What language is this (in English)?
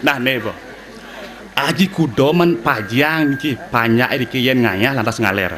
Balinese